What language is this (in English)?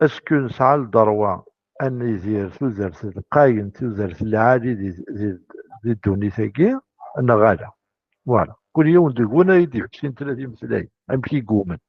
Kabyle